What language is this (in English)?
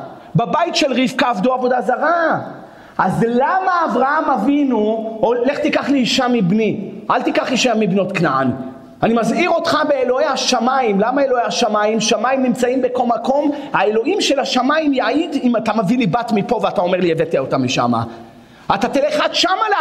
Hebrew